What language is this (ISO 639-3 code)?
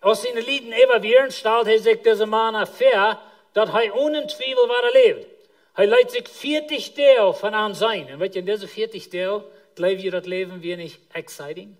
pdt